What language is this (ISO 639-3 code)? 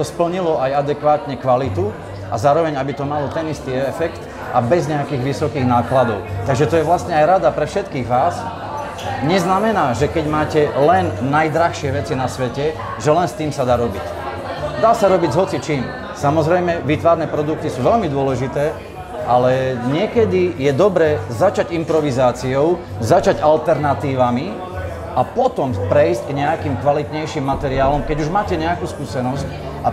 slk